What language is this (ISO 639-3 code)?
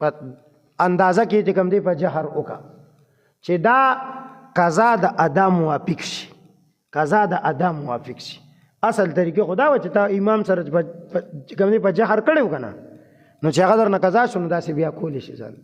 pus